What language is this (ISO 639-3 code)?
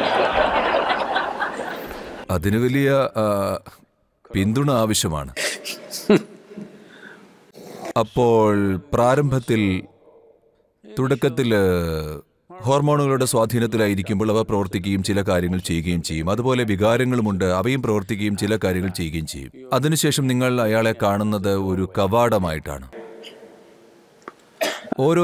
mal